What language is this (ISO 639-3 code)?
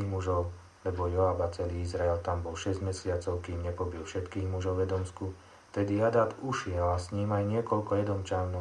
slk